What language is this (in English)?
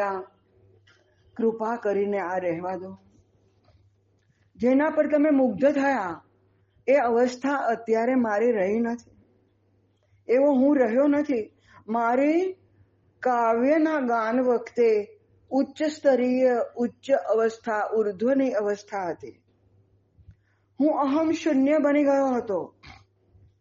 Gujarati